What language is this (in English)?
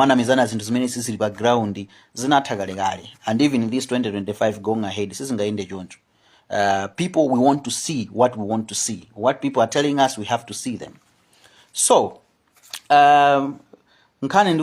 Nyanja